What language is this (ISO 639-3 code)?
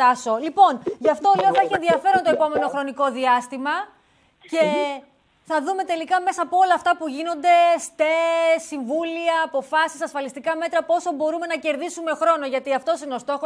ell